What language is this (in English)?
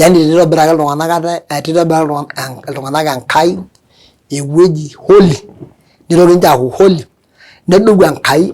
Masai